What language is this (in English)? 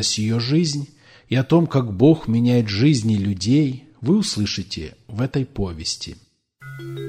Russian